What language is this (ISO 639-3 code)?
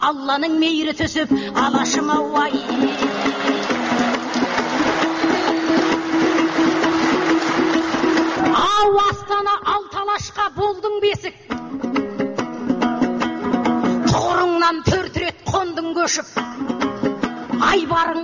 kaz